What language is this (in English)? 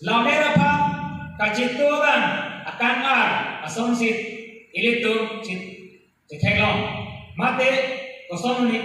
Karbi